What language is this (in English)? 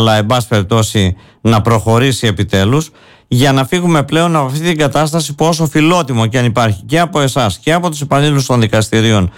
Greek